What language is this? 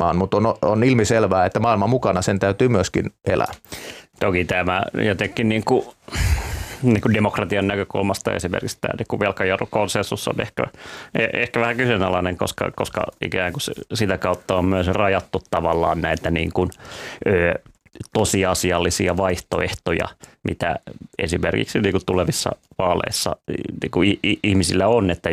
Finnish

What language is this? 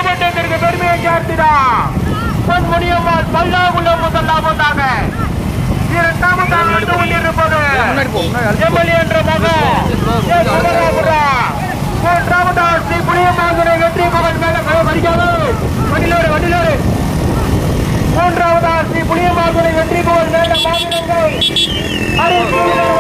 Tamil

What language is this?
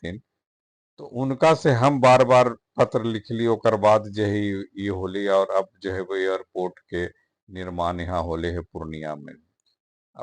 Magahi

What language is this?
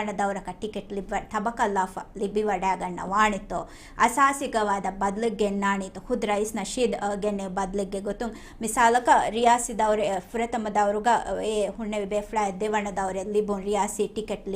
Divehi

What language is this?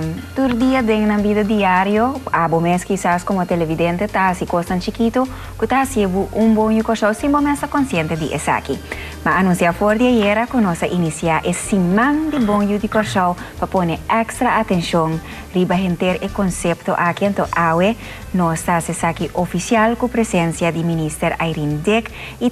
Papiamento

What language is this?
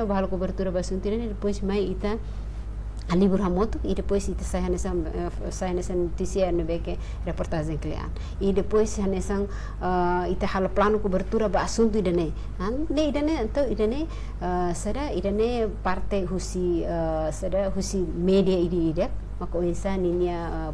Tetum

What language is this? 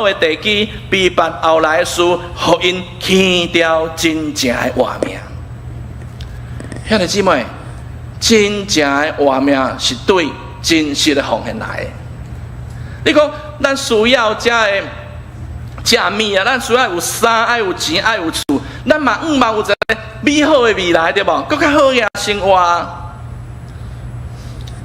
Min Nan Chinese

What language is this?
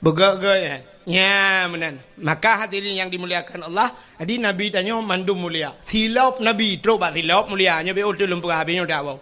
Achinese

